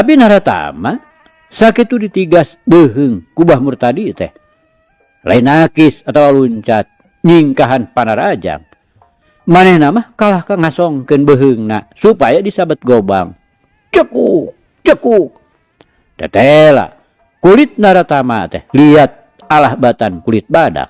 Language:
Sundanese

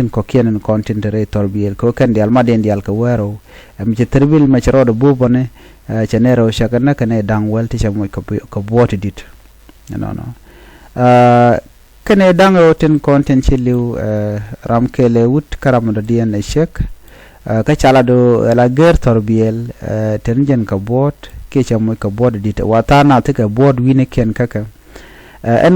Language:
Nuer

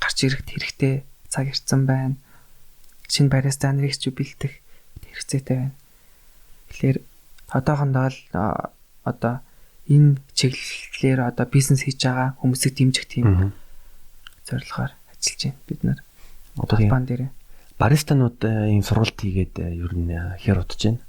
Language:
Mongolian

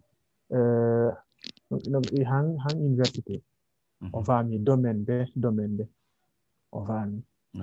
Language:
Fula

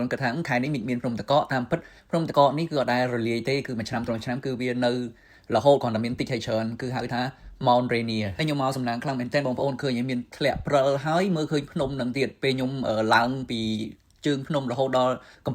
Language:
Khmer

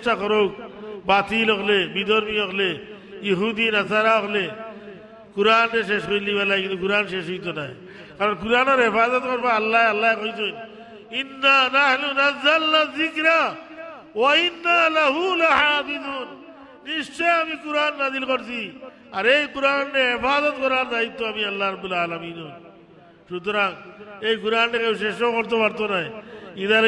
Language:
Sylheti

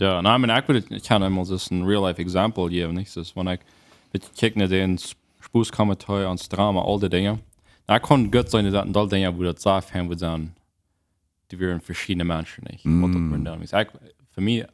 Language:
Plautdietsch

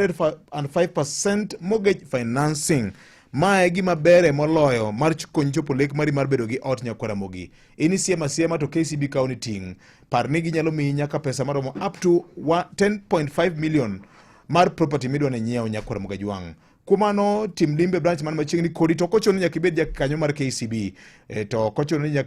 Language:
Luo (Kenya and Tanzania)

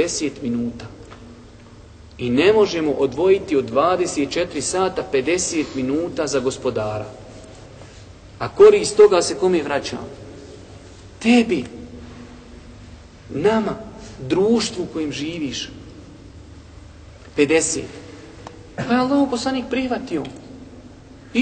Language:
Bosnian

